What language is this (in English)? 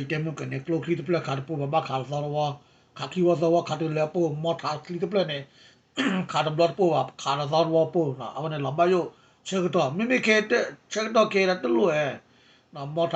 S'gaw Karen